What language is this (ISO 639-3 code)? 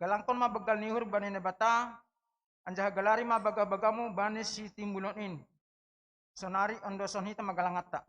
bts